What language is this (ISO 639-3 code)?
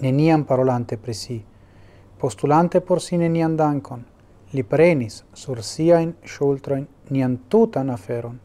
epo